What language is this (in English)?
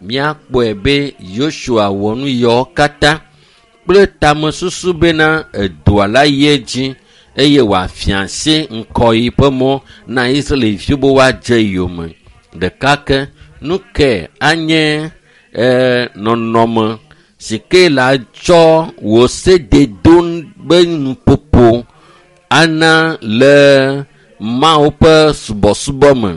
Ewe